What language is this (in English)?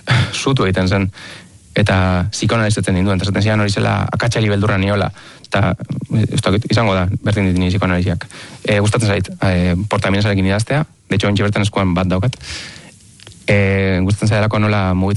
Basque